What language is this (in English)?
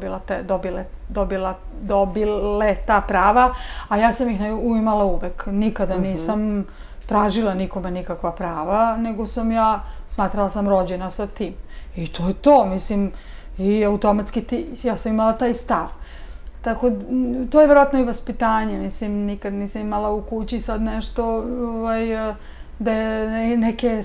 Serbian